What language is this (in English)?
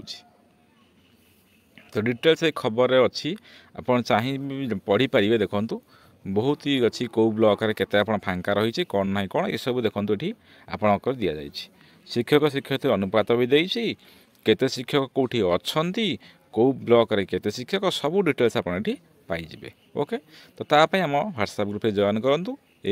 Odia